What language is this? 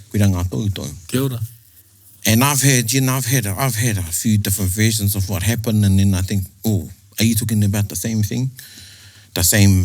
Māori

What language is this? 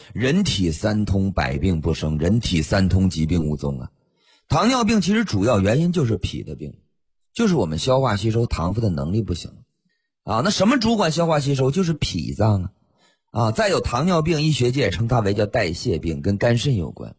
Chinese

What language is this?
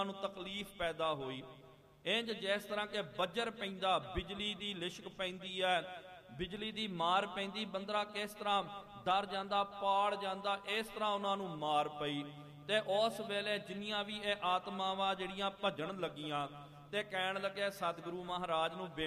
Punjabi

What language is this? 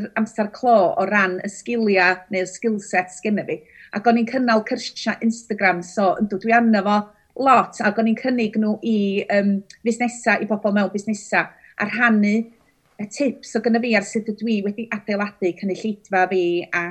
Welsh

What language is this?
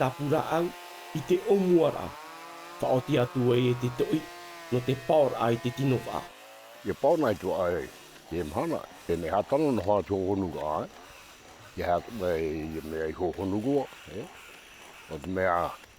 Tahitian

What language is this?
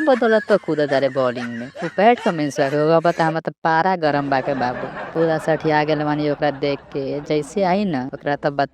Bhojpuri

